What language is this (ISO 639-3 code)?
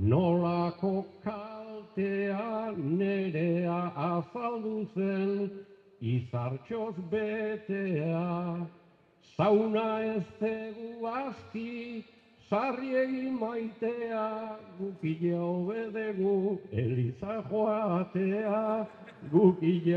eus